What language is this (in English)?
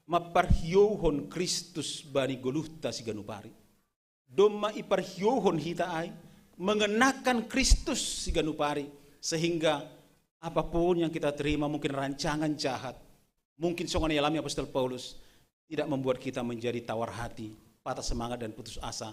Batak Simalungun